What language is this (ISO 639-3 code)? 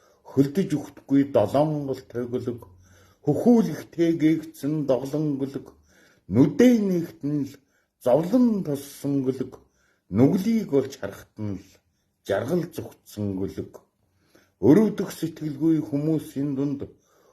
mon